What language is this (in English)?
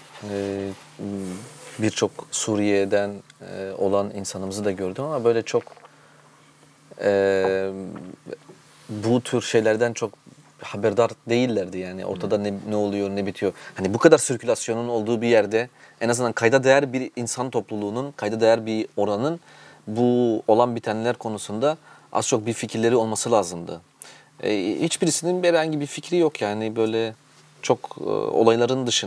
Turkish